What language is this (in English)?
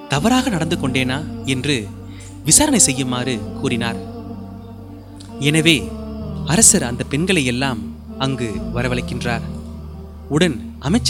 Tamil